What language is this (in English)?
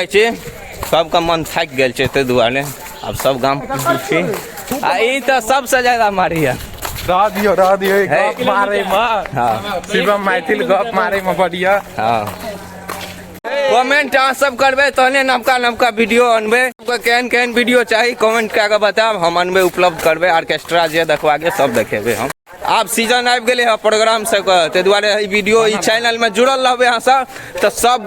Maithili